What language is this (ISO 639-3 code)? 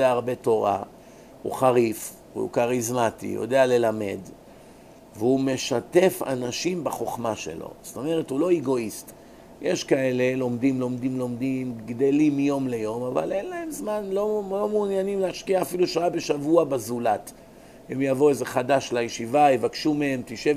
heb